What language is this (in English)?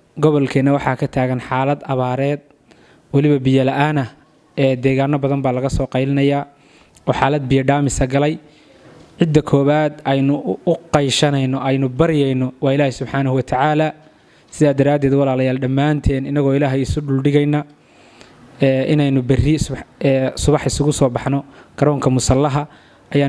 Somali